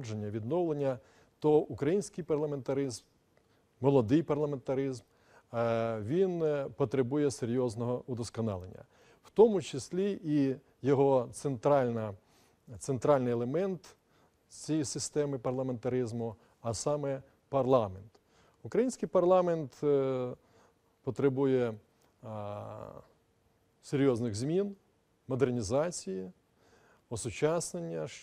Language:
Ukrainian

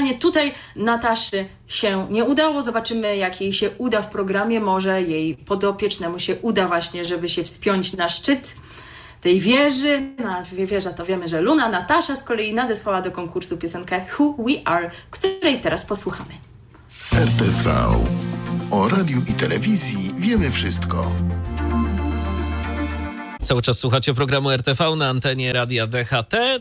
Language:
Polish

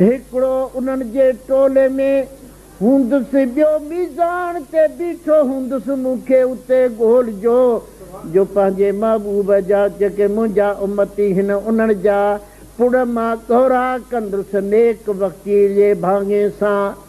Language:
Sindhi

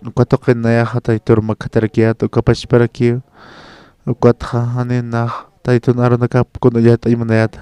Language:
Aymara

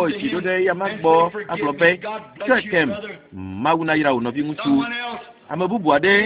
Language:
Ewe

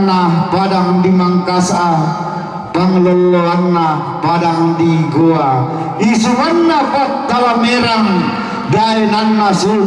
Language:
Toraja-Sa'dan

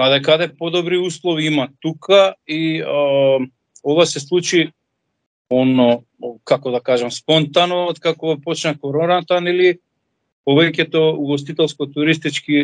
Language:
Macedonian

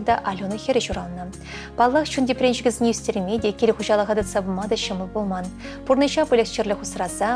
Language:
Chuvash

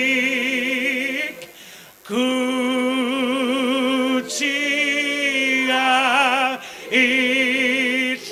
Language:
Kalaallisut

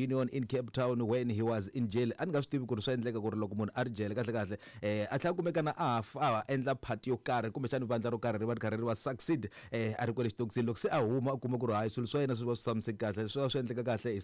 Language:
Tsonga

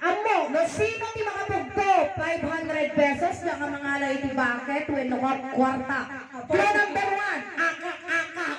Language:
Iloko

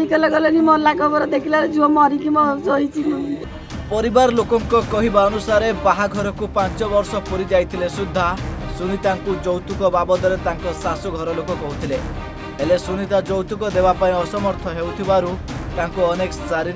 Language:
Odia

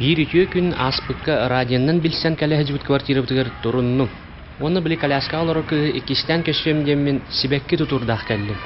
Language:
Yakut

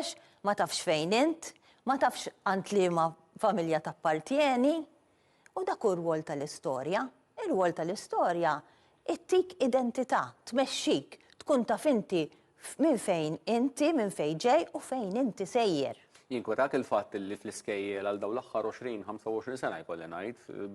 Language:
Maltese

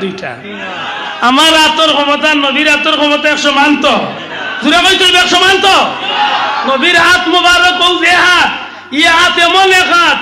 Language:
Sylheti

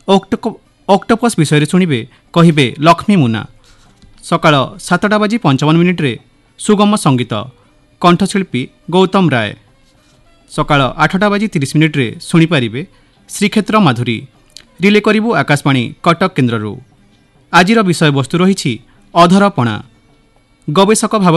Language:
Odia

